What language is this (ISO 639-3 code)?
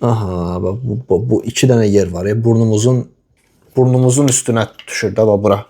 aze